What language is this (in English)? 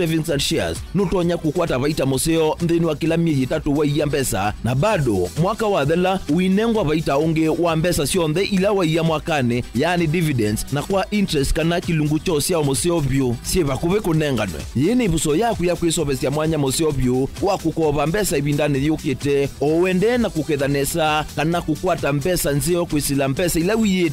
Kamba